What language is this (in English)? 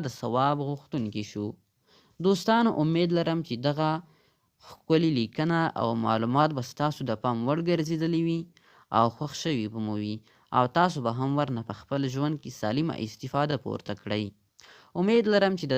Pashto